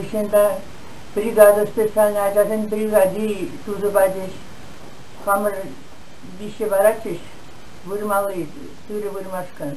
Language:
Chuvash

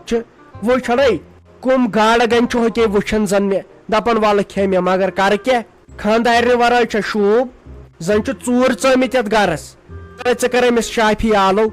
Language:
Kashmiri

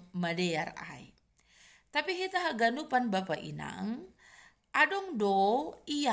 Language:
Batak Simalungun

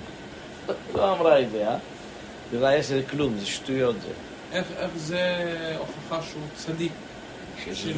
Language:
Hebrew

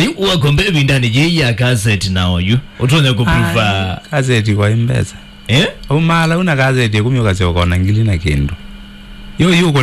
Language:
Kamba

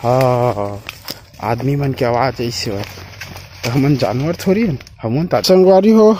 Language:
Chhattisgarhi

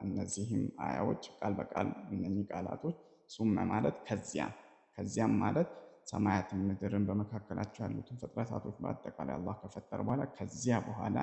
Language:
Amharic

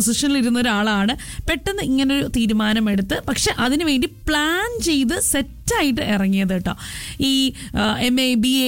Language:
Malayalam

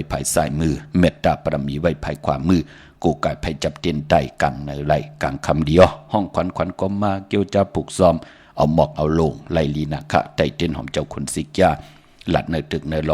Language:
Shan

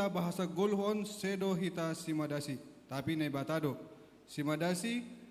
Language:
Batak Simalungun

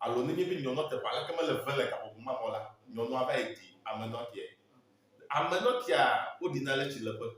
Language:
Ewe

